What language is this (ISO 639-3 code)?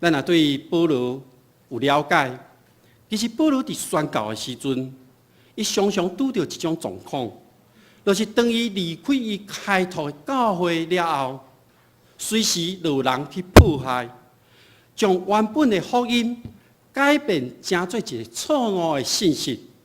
nan